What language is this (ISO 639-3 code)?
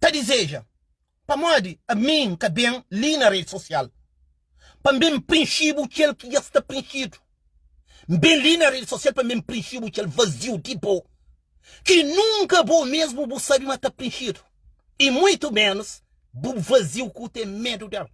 kea